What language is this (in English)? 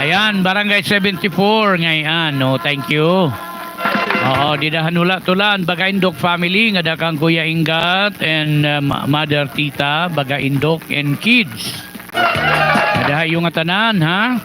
Waray